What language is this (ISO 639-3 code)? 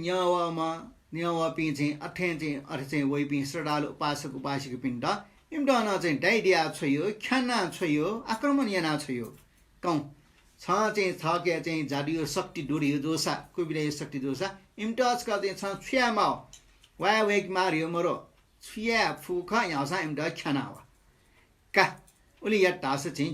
new